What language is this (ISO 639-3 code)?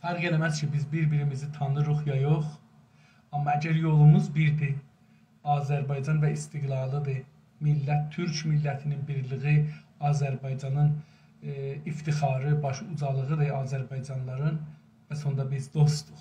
azb